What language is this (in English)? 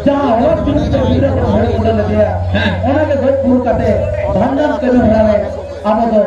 Santali